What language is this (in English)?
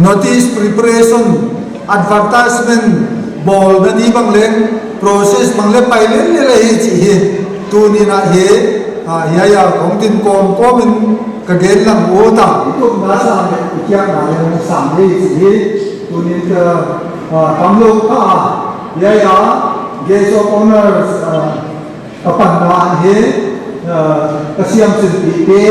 Paite Chin